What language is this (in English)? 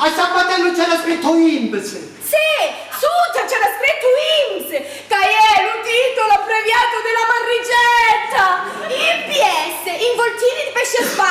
Sicilian